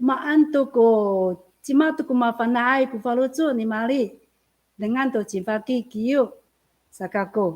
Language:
Amis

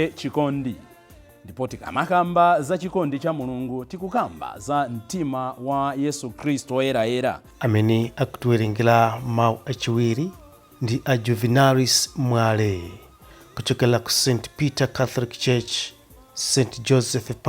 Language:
Nyanja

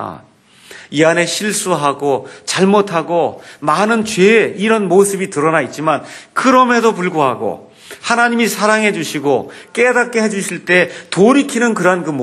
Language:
Korean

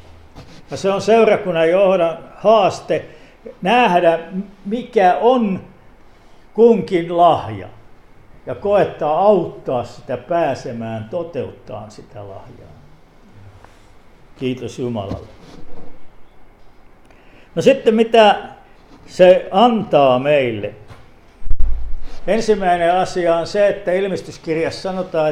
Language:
Finnish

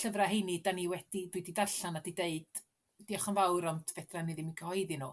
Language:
Welsh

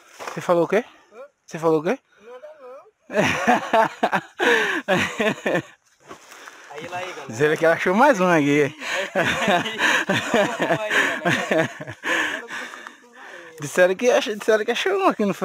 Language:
Portuguese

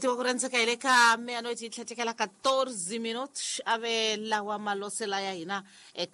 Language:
Tsonga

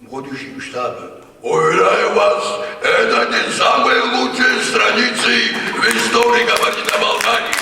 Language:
Kabardian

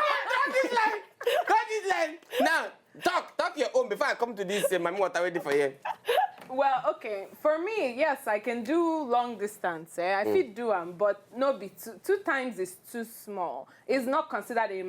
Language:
Nigerian Pidgin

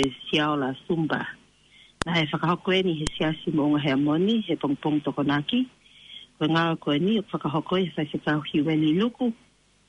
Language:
Tongan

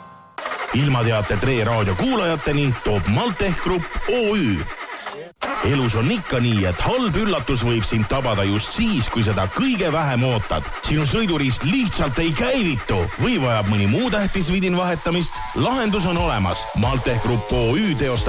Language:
Estonian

